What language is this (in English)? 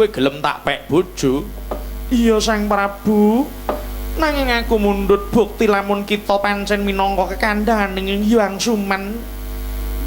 Javanese